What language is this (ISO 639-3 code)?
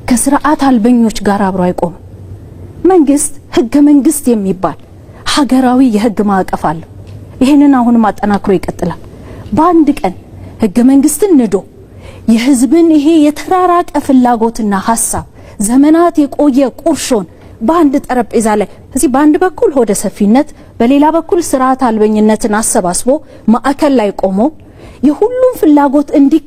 amh